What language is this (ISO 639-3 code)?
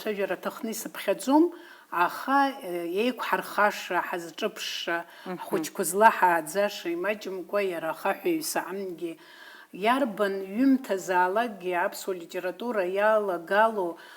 abk